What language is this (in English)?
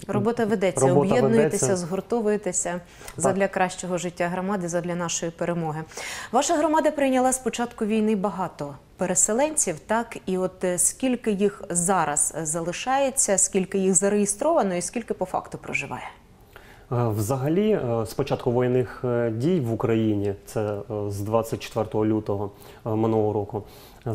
Ukrainian